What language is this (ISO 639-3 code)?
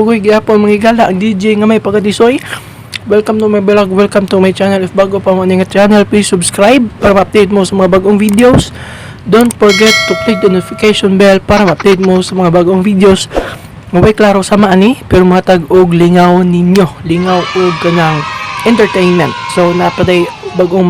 ceb